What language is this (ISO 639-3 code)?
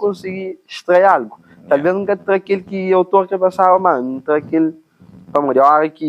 kea